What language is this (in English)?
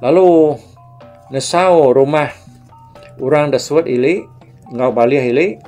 Iban